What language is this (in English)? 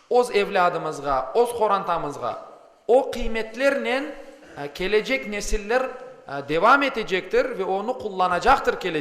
Crimean Tatar